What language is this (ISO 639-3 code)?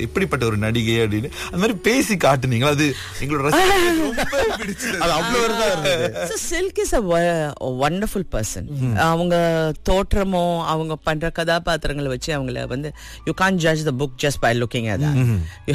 tam